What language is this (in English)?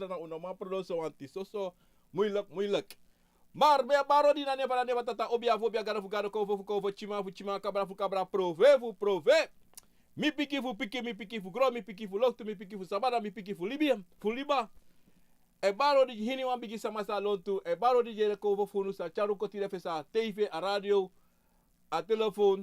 Sranan Tongo